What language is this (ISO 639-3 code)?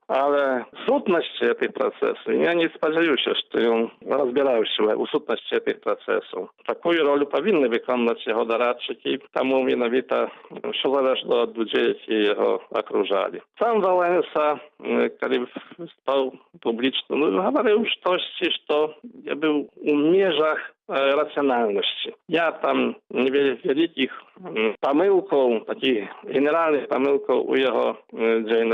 bel